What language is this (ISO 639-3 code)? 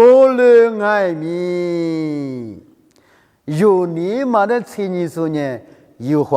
lis